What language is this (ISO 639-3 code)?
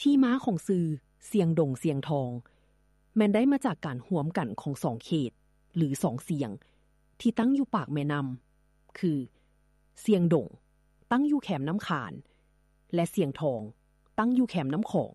lao